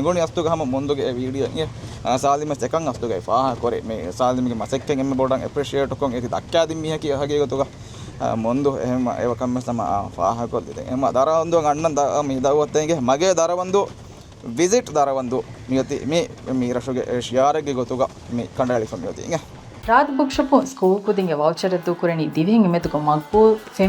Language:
Divehi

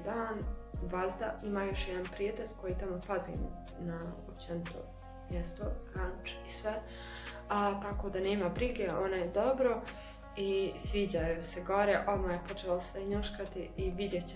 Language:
Croatian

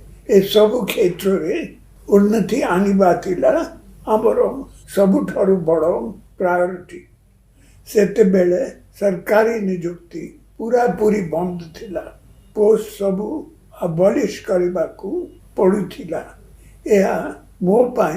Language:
Odia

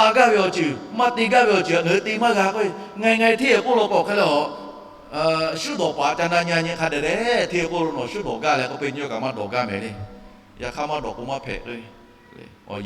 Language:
Lahu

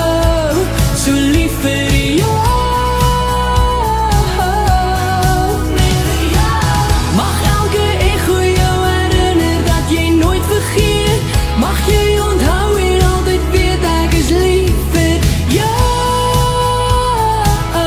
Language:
Afrikaans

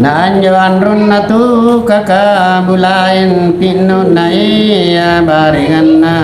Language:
Makasar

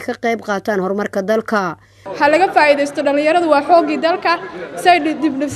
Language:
Somali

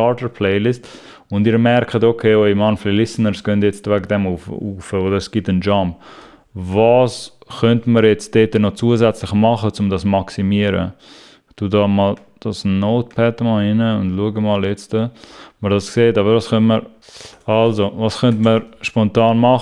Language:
Swiss German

